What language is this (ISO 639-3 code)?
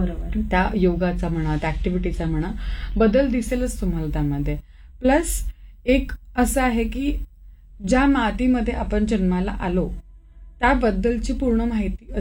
mar